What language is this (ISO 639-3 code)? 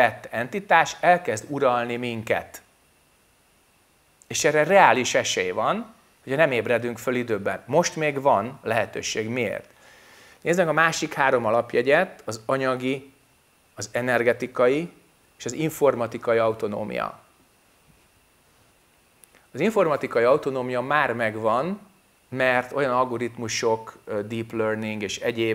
hun